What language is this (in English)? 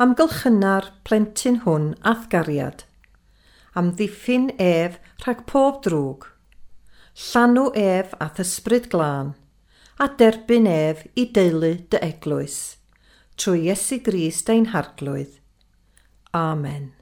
Welsh